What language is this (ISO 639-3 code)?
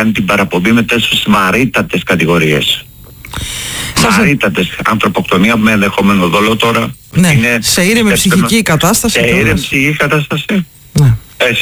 ell